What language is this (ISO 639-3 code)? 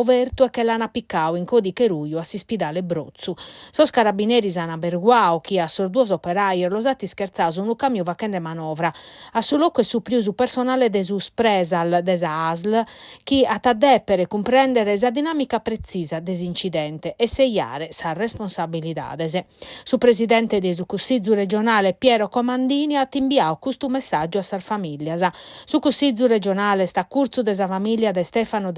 srd